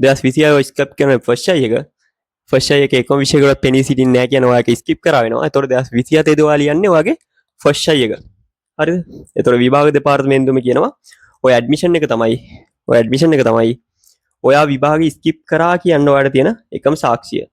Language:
Sinhala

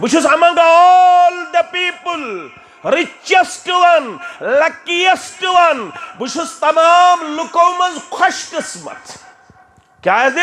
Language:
Kashmiri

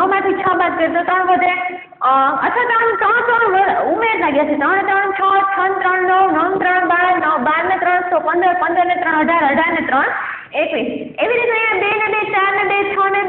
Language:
Gujarati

